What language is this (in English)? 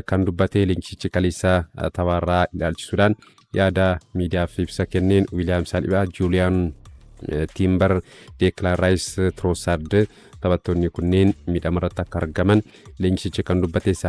Oromo